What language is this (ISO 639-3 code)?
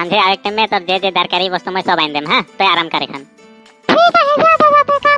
sck